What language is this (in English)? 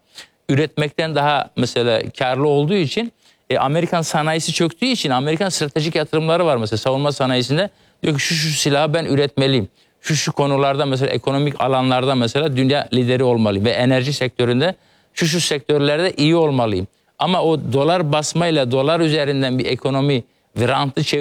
Turkish